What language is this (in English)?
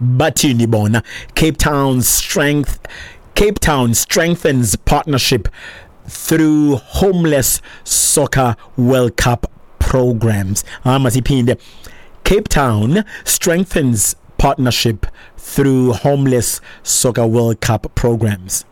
Xhosa